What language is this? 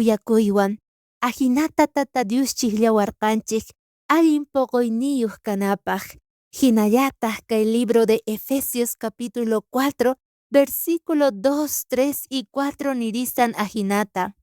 South Bolivian Quechua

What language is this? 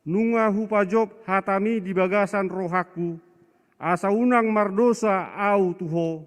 Batak Toba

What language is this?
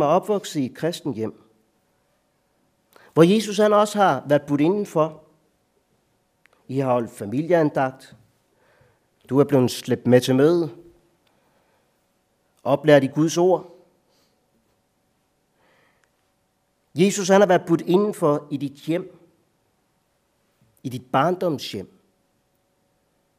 Danish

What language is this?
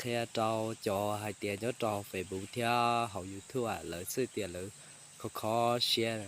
Hmong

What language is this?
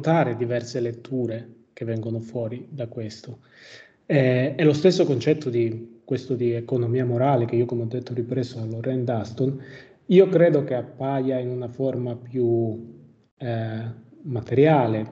Italian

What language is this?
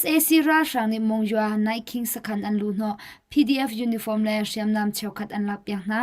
Hakha Chin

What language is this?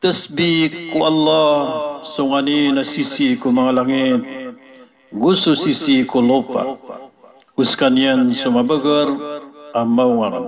Maranao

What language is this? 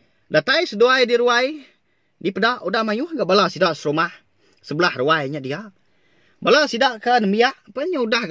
Iban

